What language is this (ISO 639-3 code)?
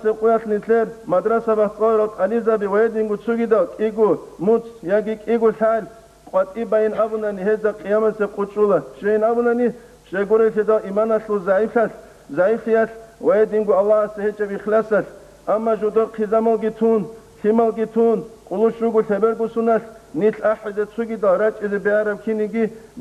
ava